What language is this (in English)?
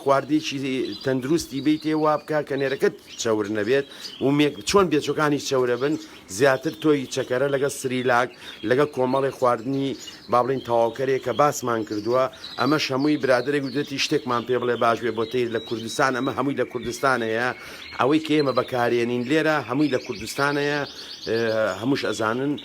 Central Kurdish